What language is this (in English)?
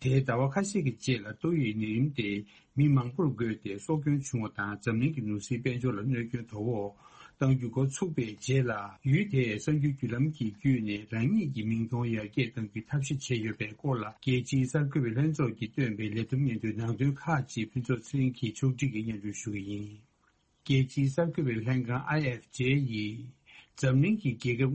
Tibetan